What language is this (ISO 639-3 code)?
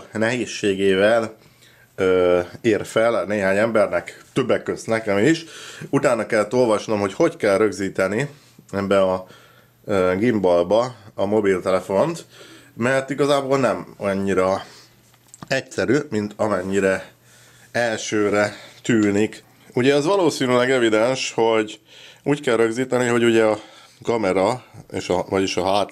hun